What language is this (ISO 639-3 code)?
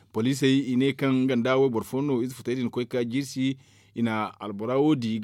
dje